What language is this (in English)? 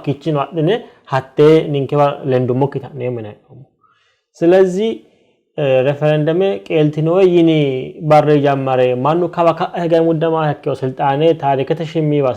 Sidamo